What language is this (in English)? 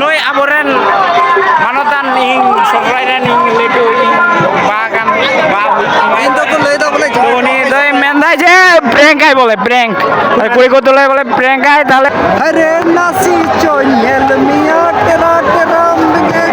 Santali